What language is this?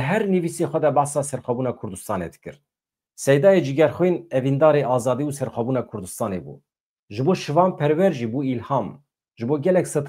Kurdish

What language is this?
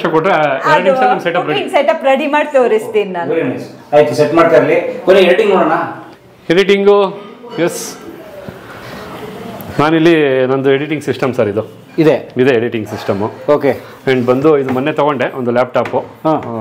Kannada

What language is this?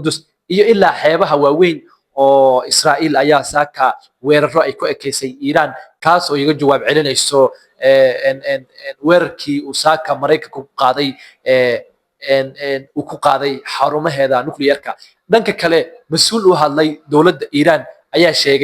Somali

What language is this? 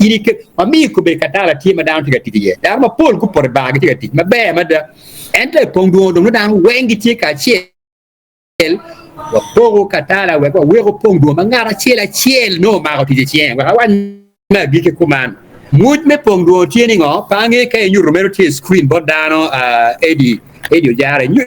Acoli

